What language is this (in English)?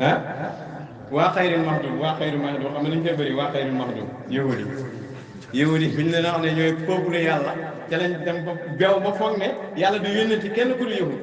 Wolof